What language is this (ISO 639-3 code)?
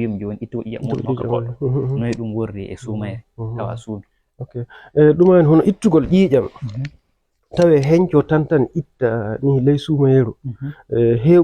ful